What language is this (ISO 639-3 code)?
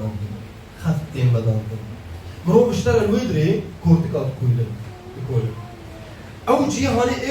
kur